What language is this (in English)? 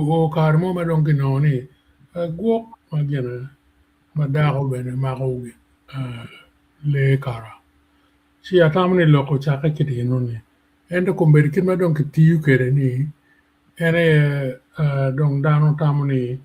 Acoli